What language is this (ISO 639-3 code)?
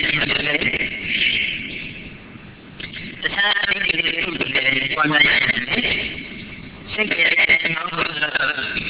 mya